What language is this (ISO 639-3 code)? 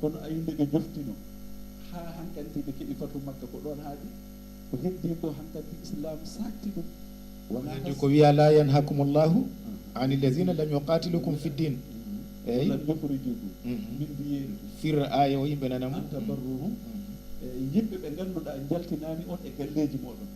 ful